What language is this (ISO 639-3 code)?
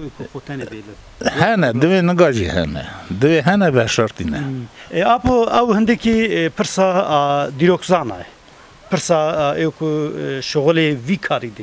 kur